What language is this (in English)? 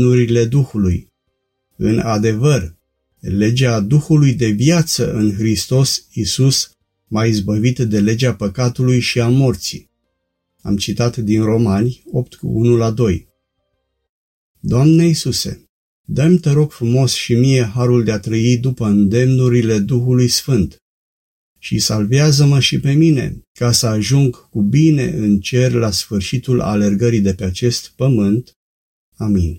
Romanian